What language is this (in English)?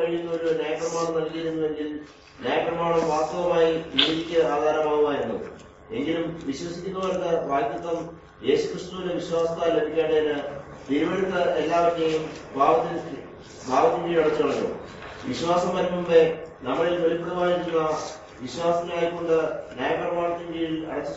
Malayalam